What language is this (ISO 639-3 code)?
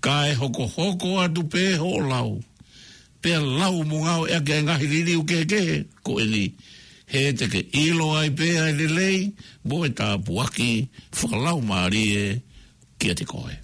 ton